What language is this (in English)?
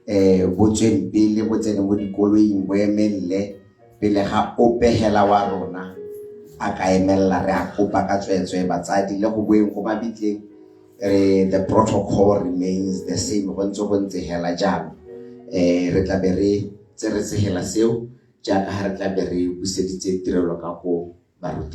Tswana